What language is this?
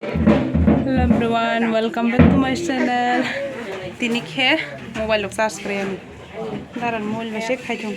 Kok Borok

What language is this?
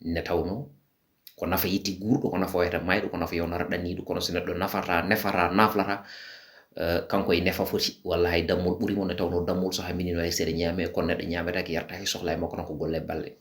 Fula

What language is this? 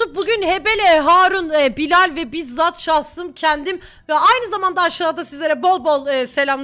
Turkish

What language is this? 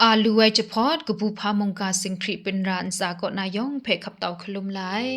Kachin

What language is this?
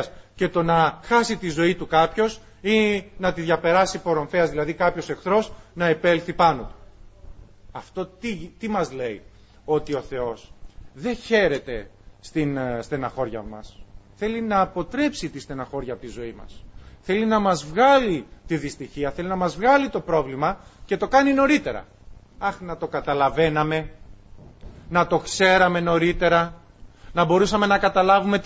Greek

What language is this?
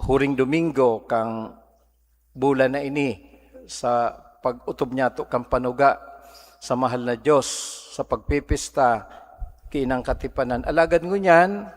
Bikol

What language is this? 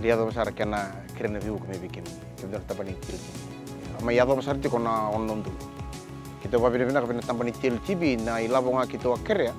Fijian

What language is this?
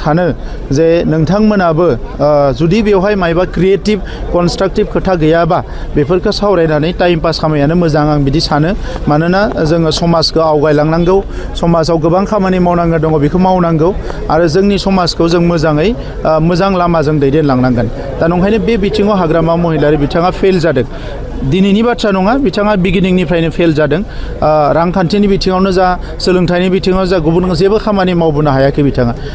Bodo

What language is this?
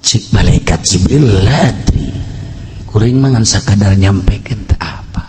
Sundanese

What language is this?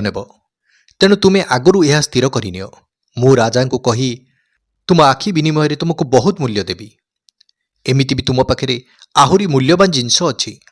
Odia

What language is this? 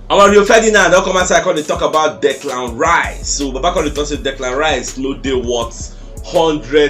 Nigerian Pidgin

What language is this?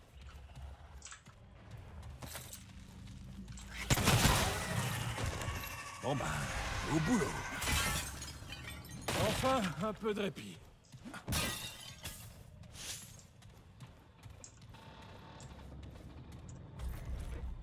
French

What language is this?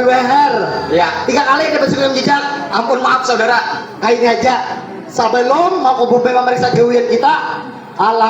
Banjar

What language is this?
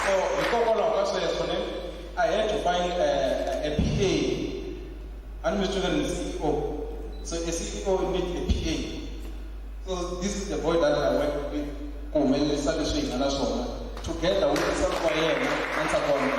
Tsonga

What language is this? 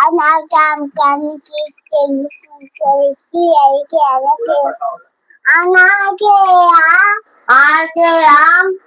Chhattisgarhi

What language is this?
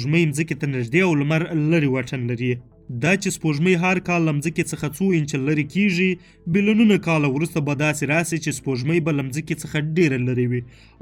Pashto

